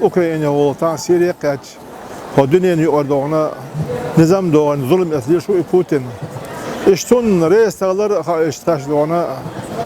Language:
Chechen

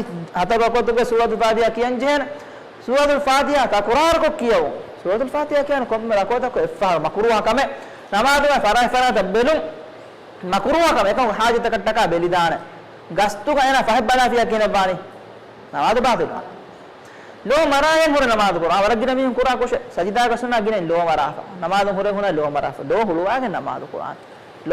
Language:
Divehi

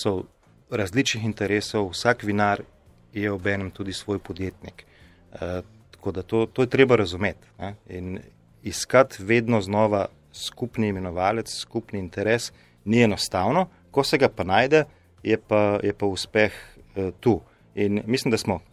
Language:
Slovenian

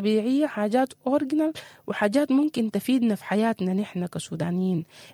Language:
Sudanese Arabic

